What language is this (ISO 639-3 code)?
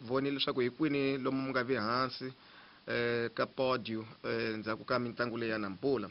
tso